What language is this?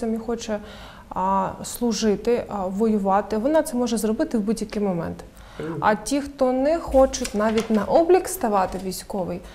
Ukrainian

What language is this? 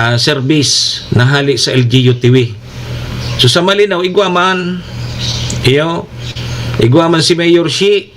Bikol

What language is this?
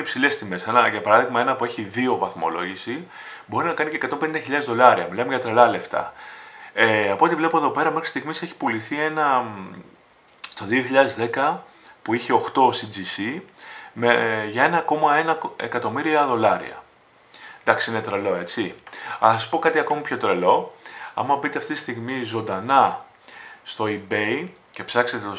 Greek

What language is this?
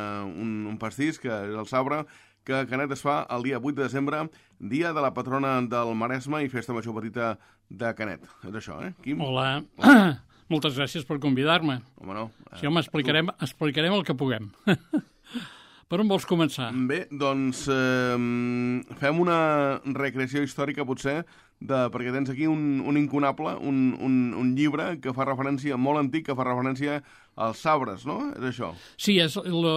Catalan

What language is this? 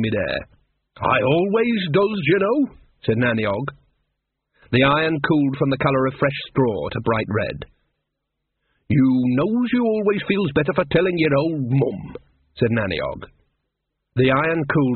English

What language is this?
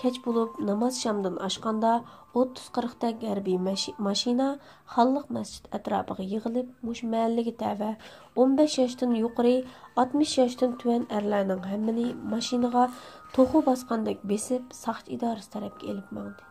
Uyghur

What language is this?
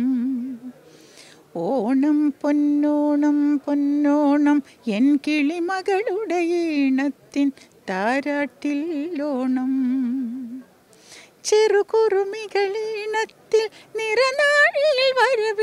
Malayalam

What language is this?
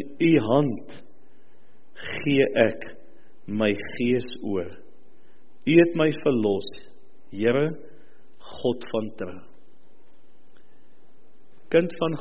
Afrikaans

